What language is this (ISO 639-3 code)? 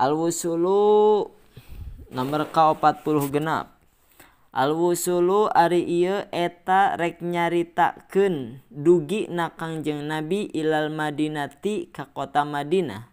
sun